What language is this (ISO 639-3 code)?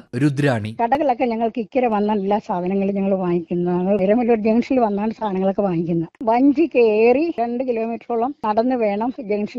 mal